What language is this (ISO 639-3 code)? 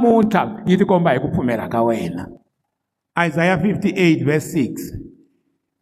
tso